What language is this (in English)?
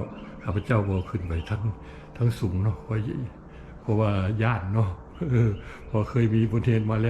Lao